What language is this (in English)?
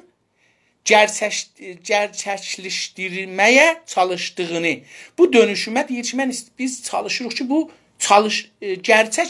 South Azerbaijani